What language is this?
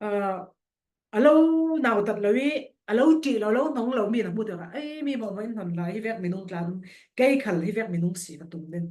Falam Chin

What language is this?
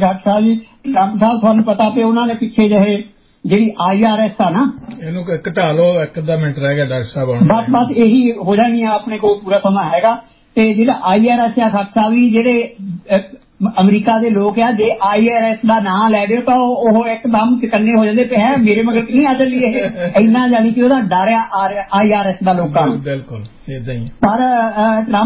Punjabi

